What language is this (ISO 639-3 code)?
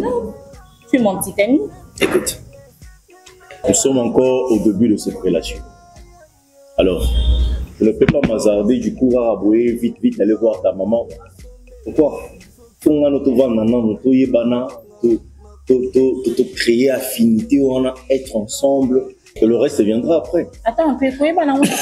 fra